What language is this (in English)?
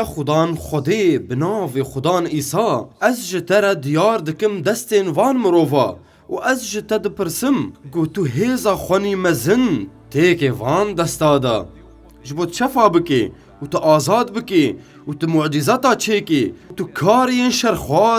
Kurdish